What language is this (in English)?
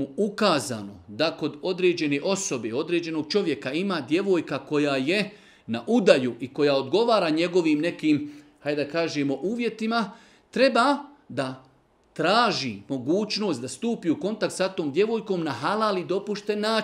Bosnian